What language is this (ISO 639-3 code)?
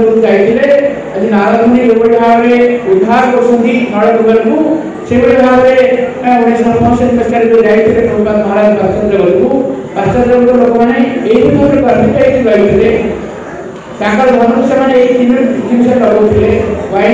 ori